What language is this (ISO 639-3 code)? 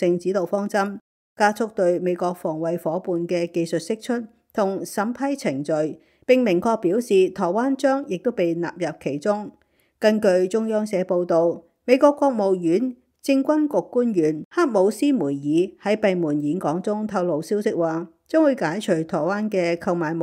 yue